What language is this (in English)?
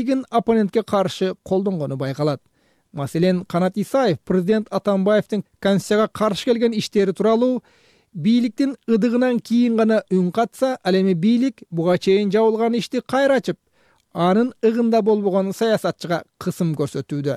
Kyrgyz